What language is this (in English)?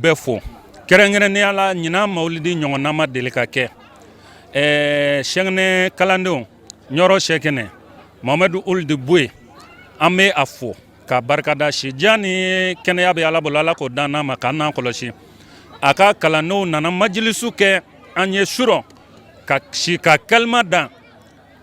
Bambara